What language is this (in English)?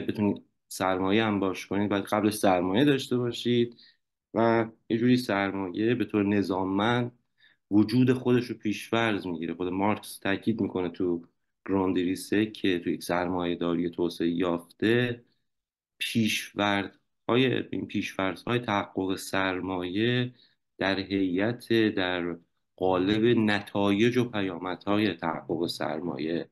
Persian